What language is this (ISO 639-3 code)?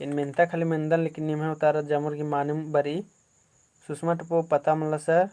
kru